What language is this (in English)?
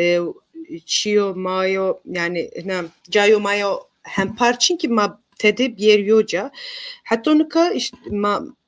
Zaza